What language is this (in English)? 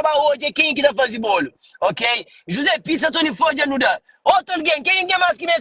Kabuverdianu